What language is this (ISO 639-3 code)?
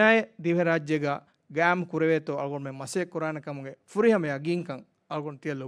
div